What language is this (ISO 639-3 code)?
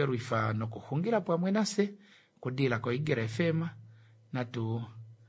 kua